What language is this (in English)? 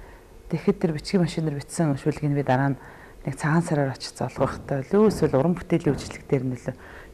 Mongolian